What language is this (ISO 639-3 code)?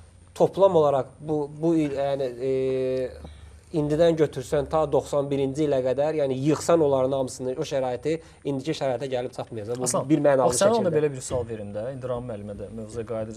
aze